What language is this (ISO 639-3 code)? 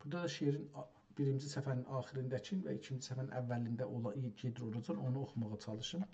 azb